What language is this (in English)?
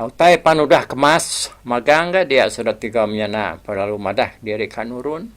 Iban